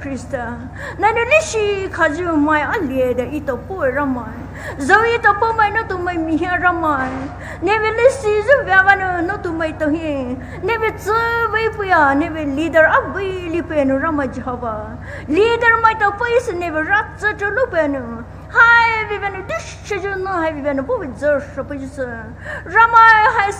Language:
Poumei Naga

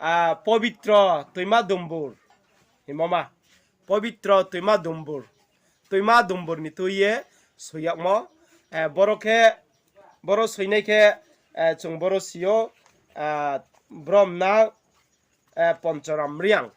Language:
Riang (India)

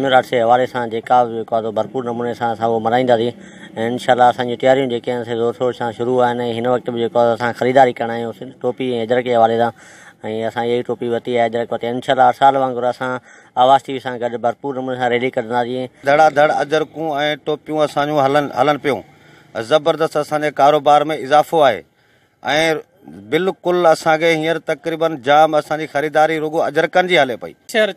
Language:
Sindhi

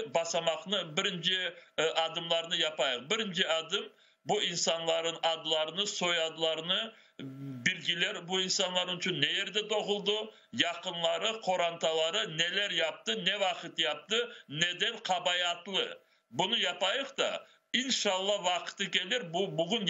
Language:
Crimean Tatar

